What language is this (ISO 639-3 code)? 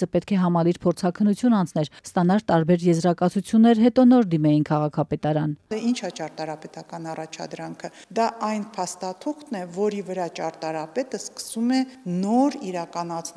hye